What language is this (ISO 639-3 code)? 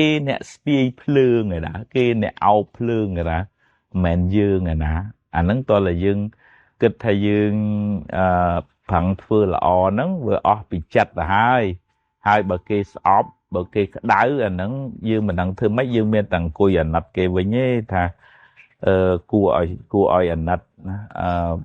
khm